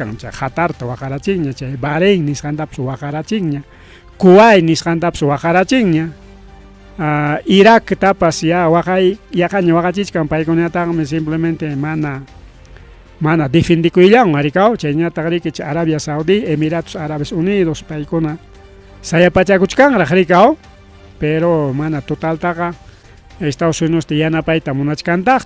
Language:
Ayacucho Quechua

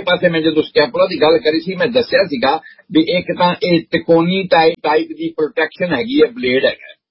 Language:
Punjabi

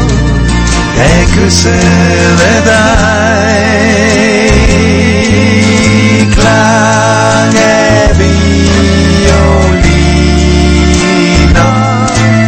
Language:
Danish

